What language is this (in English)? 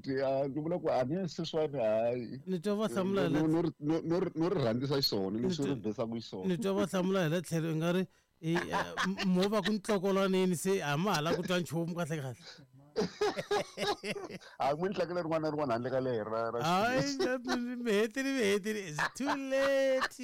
Tsonga